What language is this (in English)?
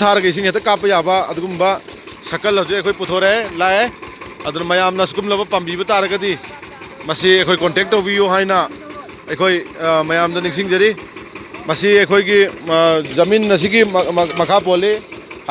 Manipuri